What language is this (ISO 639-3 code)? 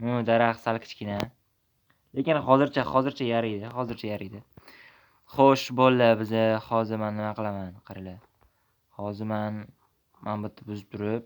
uzb